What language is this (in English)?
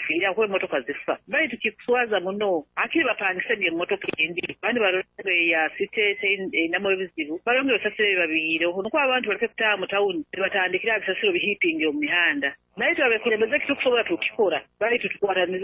Nyoro